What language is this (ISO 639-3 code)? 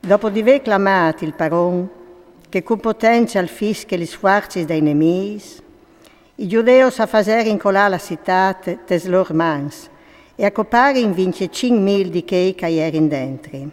fur